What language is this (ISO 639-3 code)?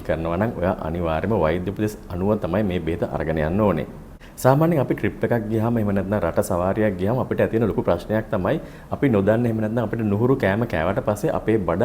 sin